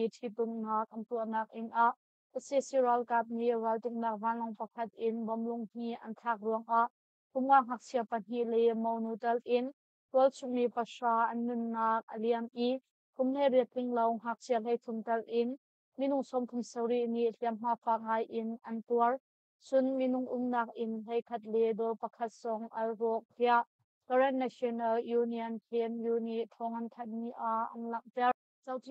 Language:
Hakha Chin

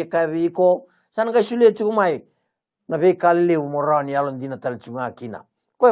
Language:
Fijian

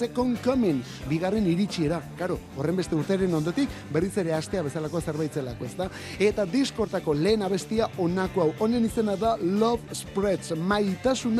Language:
Basque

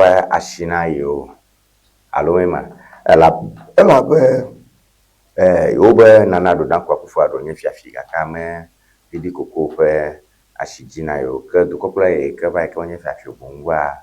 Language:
Ewe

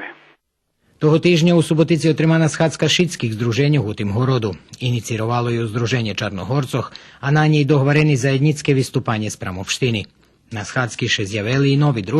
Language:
Rusyn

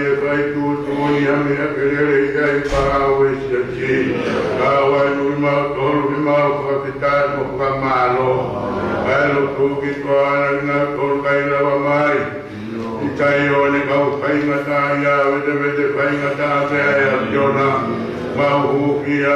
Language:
Tongan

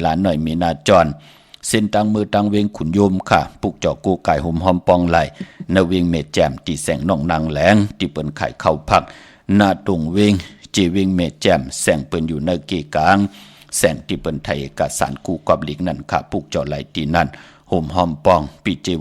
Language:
Shan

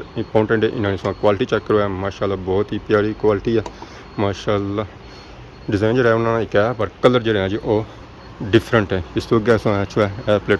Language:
Pahari-Potwari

